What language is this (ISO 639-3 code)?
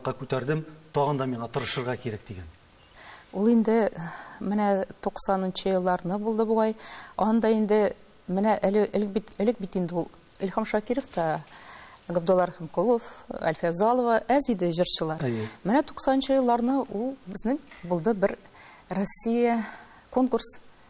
tat